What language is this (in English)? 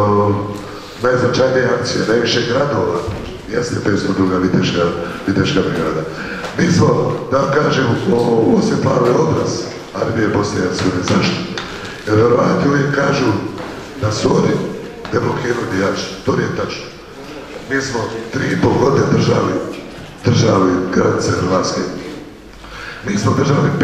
Bosnian